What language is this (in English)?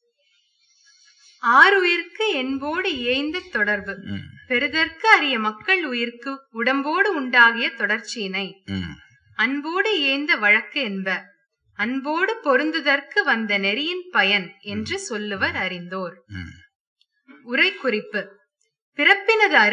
Tamil